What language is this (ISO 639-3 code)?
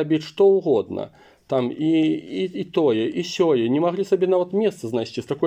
bel